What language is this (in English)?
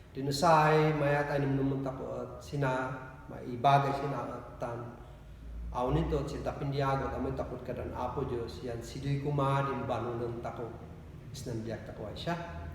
Kankanaey